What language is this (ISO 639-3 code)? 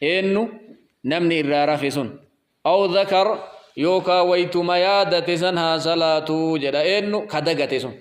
orm